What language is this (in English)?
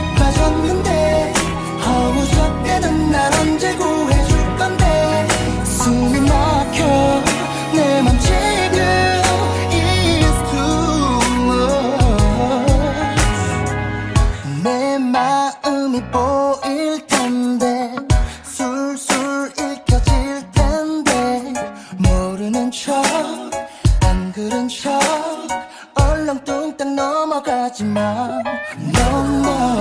Korean